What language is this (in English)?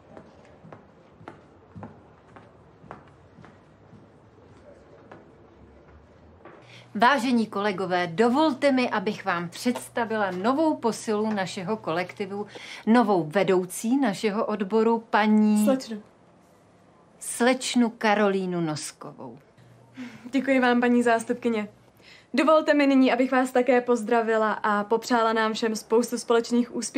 Czech